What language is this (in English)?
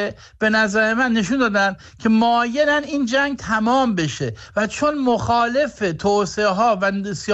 Persian